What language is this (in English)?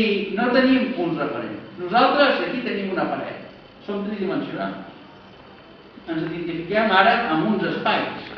Catalan